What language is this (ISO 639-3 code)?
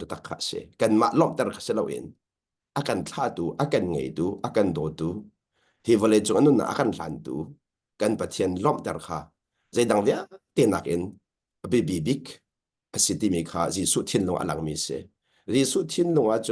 cnh